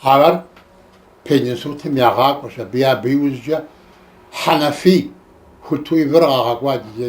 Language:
Kabardian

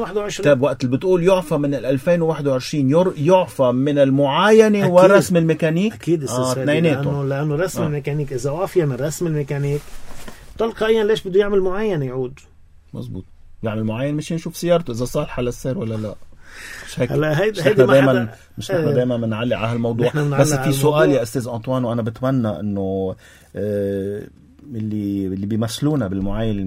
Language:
North Levantine Arabic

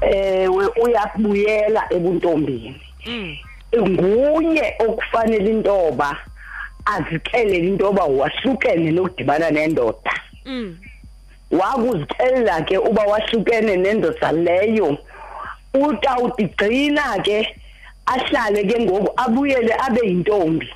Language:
Xhosa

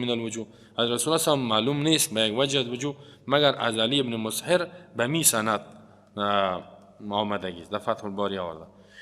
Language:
Persian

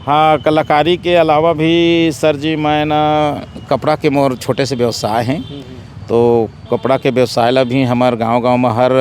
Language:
Chhattisgarhi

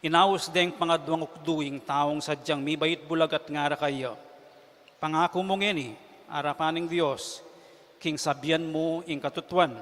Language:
Pampanga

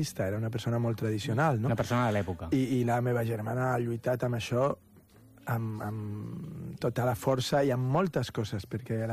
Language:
Catalan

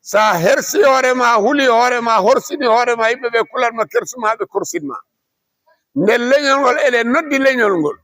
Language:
Fula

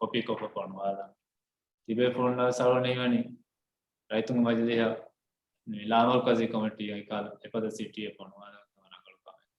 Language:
Divehi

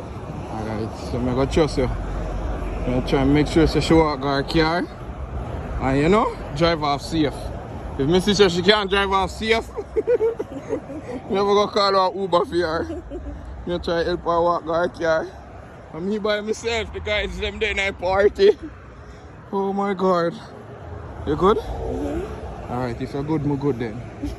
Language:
Jamaican Creole English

